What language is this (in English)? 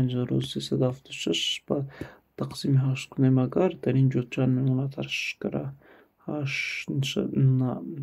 Tajik